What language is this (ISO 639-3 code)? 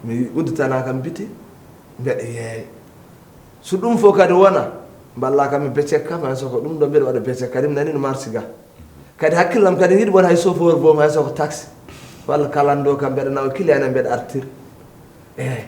ful